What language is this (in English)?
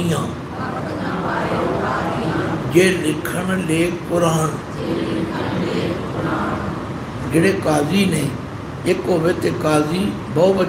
Punjabi